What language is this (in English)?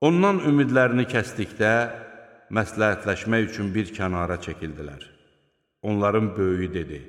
Azerbaijani